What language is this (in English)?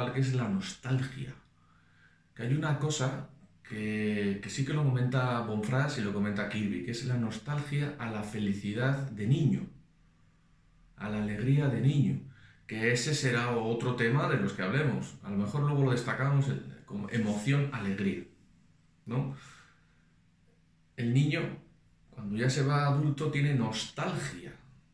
Spanish